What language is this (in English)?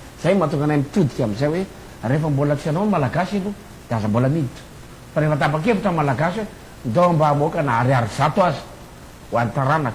Malagasy